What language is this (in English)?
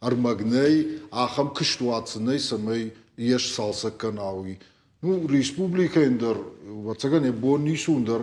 Ossetic